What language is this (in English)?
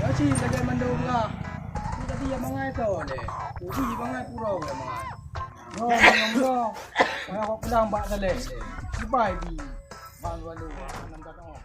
Achinese